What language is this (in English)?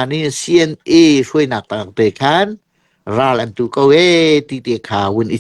Hakha Chin